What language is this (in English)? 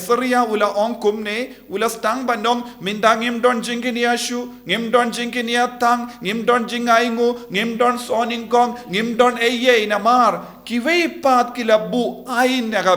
Khasi